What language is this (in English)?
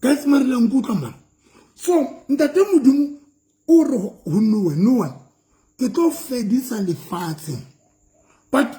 Southern Sotho